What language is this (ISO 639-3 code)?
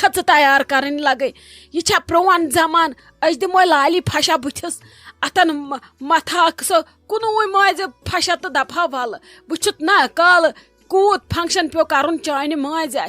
kas